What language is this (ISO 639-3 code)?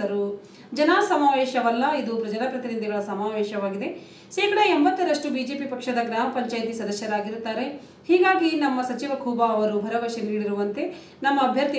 kan